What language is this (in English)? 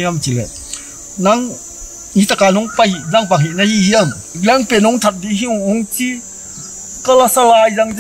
Tedim Chin